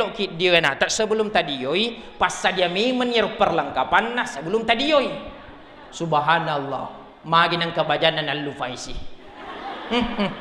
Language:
Buginese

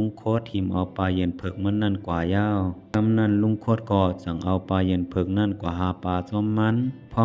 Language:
Shan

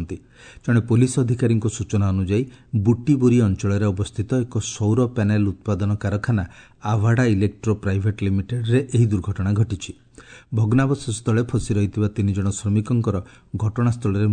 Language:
Odia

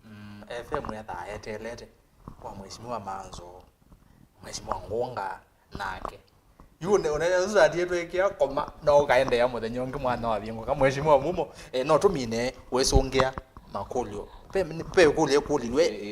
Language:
Kamba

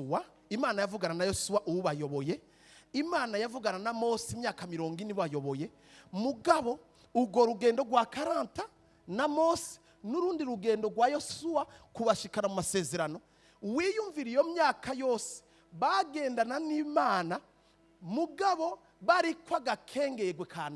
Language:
Rundi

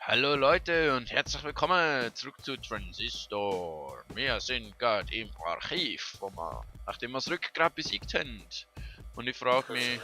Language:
Swiss German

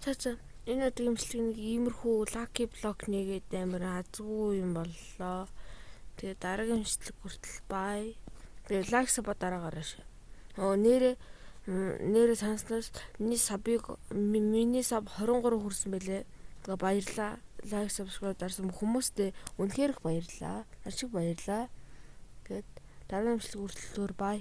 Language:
Mongolian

